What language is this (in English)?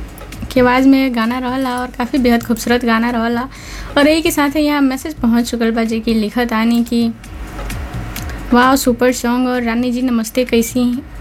Bhojpuri